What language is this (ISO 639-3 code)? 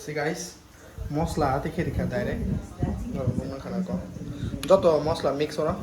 trp